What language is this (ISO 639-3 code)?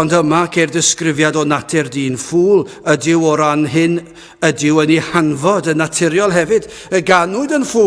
cym